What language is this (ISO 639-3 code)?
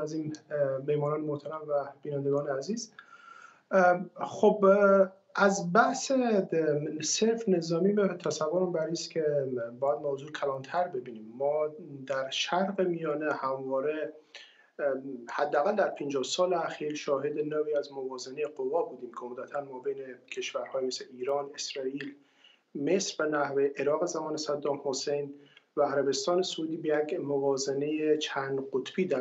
fas